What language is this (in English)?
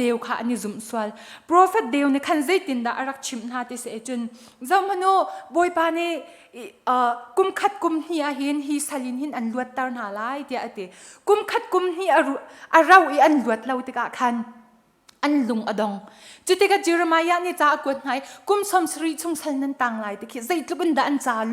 Hakha Chin